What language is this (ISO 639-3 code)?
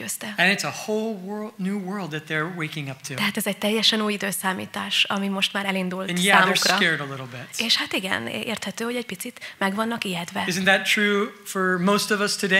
hun